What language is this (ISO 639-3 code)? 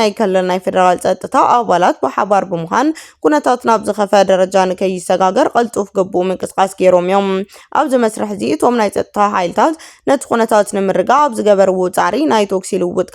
tir